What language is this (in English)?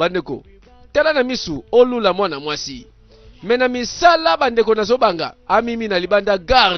Lingala